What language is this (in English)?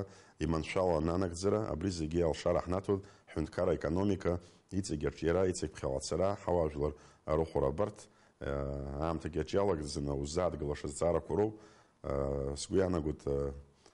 Abkhazian